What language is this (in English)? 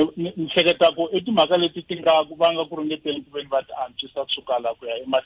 Tsonga